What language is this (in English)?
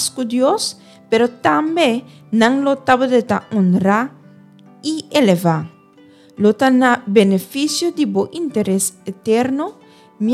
Papiamento